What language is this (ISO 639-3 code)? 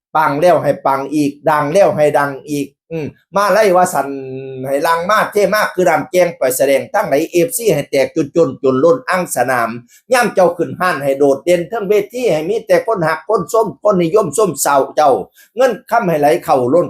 tts